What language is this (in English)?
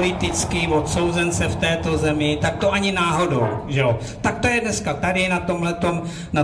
Czech